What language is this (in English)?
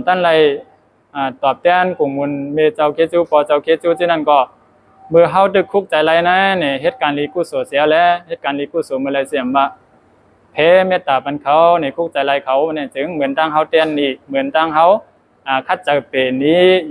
Shan